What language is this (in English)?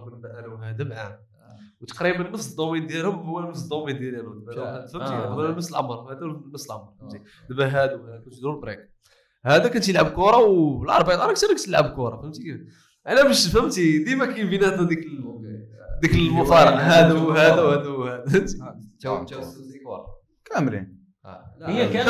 Moroccan Arabic